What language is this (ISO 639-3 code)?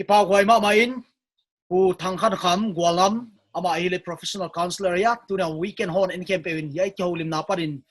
pck